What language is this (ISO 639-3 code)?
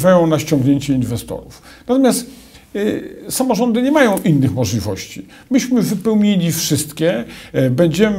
pol